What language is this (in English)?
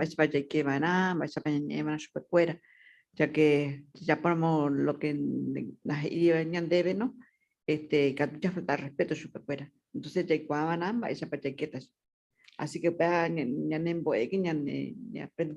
Guarani